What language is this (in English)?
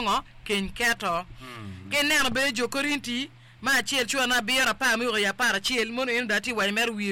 Acoli